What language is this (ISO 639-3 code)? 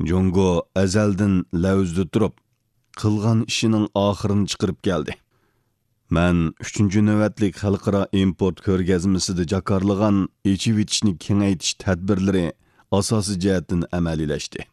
uig